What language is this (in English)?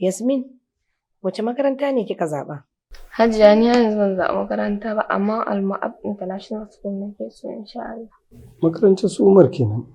Hausa